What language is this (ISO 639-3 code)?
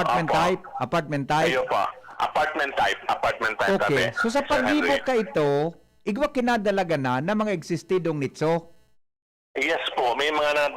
bik